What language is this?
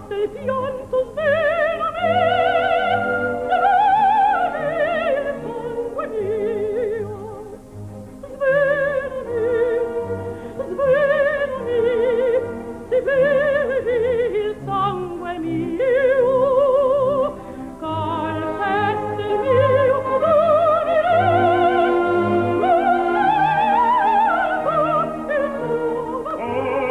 Italian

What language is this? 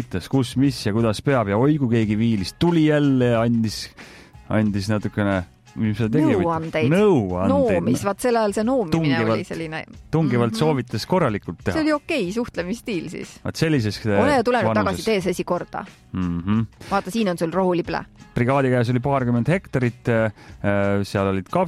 Estonian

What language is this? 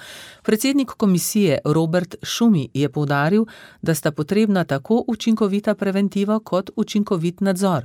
Slovenian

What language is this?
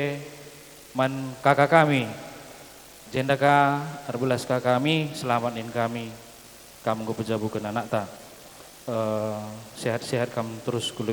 Batak Karo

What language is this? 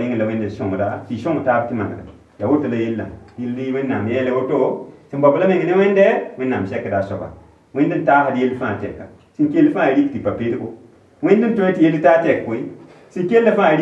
Mossi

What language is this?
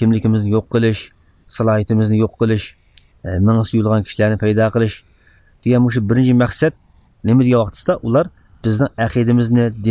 Uyghur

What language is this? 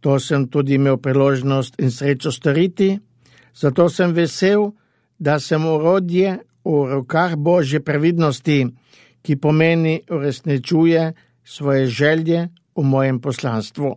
Slovenian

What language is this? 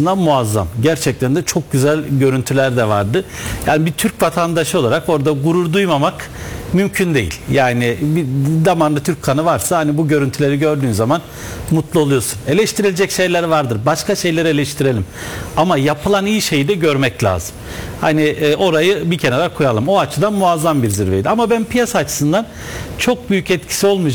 Turkish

